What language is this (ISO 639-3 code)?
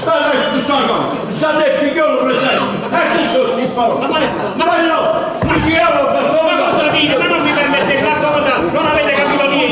nap